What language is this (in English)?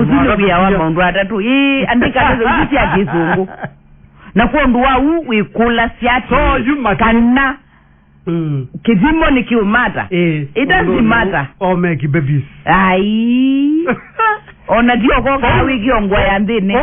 Kamba